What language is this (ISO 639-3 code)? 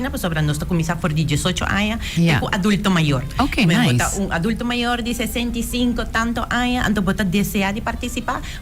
pap